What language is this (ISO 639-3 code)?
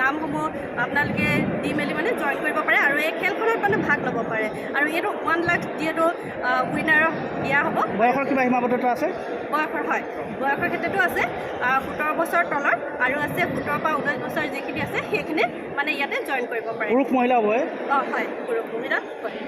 asm